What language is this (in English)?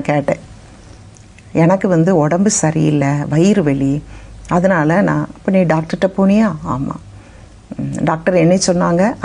Tamil